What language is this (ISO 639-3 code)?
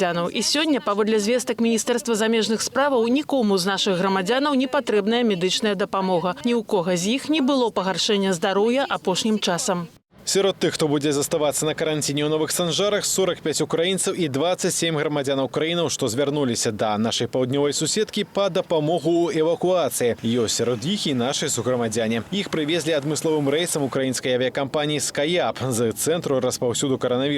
bel